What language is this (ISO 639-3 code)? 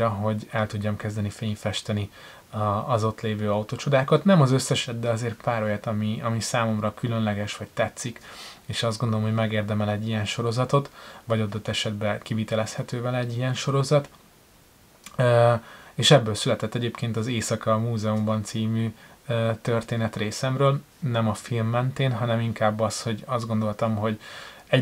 hun